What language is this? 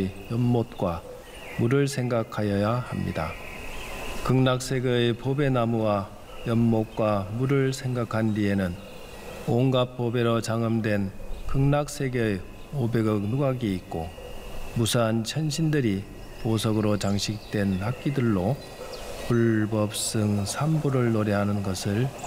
Korean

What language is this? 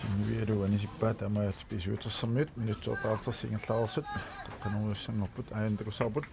Kalaallisut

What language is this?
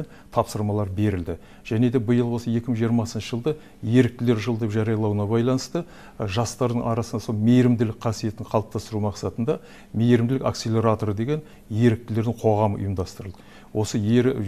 Kazakh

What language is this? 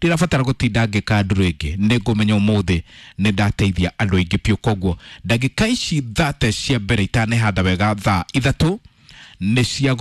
Kikuyu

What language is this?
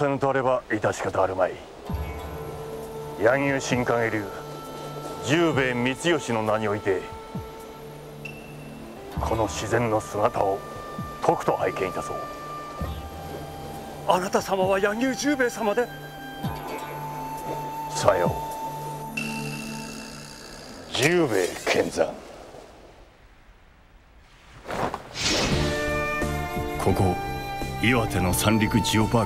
Japanese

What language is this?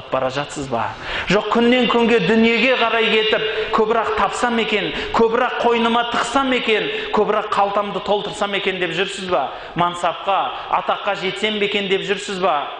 Kazakh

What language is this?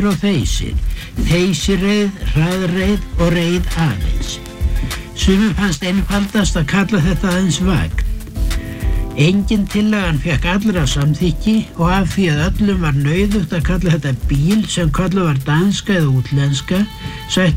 Icelandic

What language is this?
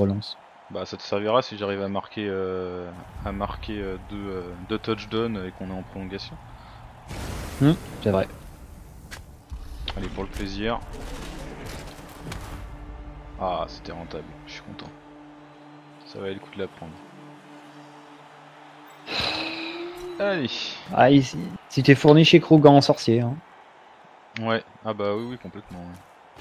French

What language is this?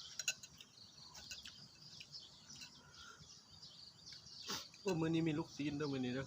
Lao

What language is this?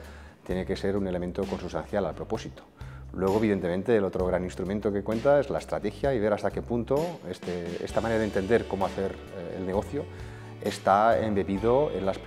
Spanish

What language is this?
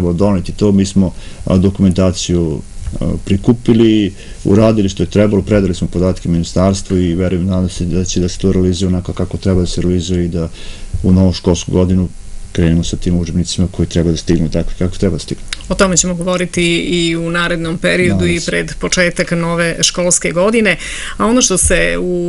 Serbian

